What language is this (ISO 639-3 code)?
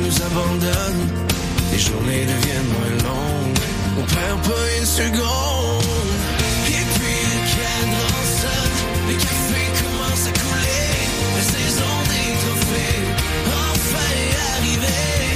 fra